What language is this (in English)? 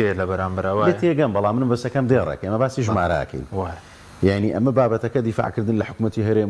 Central Kurdish